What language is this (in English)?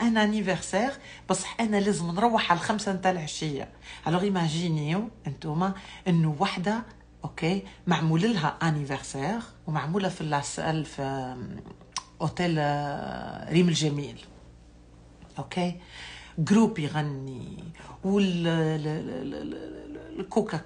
Algerian Arabic